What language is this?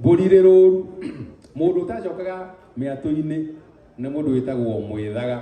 Kikuyu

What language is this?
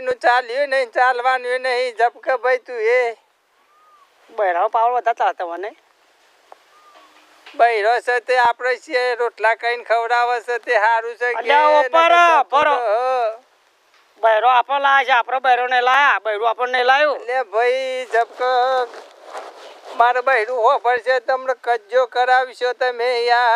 Gujarati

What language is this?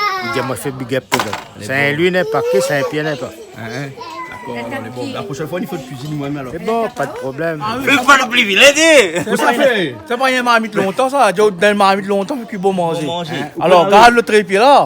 Réunion Creole French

